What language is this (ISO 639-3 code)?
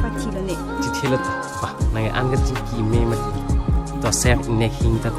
mjw